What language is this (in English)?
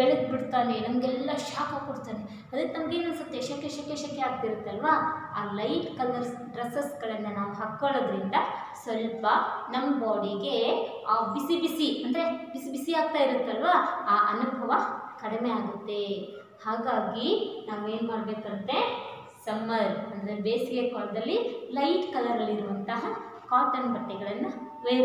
Kannada